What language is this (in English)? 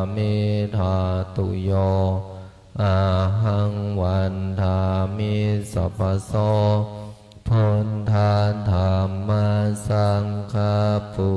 Pali